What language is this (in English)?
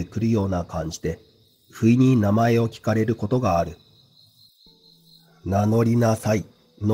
Japanese